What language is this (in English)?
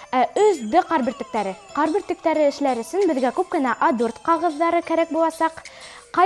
Bashkir